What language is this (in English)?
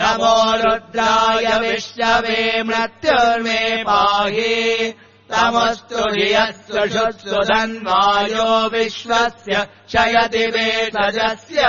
Sanskrit